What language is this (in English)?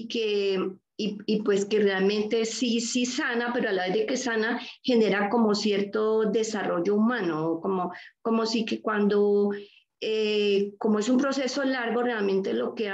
Spanish